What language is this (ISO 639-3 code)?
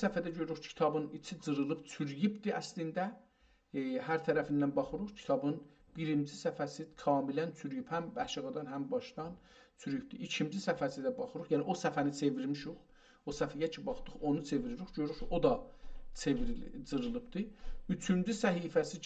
azb